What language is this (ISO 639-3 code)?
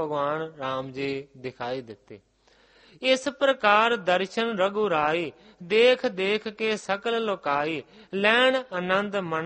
pan